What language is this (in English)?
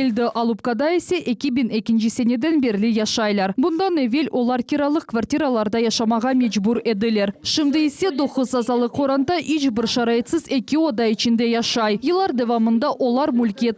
Crimean Tatar